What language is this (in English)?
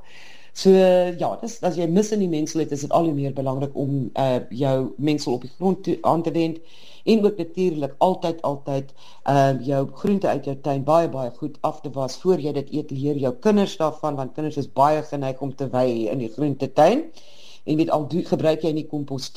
Afrikaans